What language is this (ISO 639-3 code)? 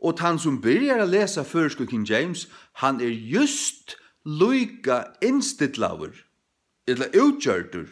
fao